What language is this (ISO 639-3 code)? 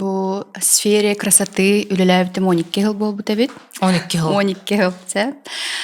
sah